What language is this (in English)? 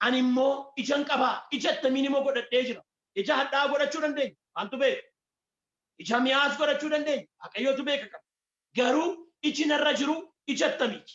Oromo